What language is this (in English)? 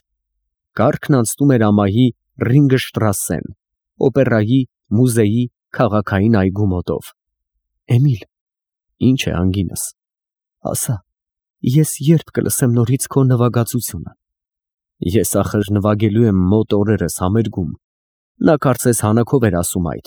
Armenian